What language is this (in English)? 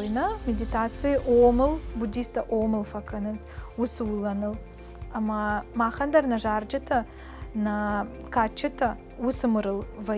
Ossetic